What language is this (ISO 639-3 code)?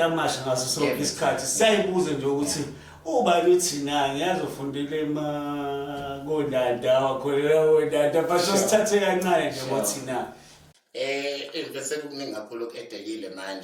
zul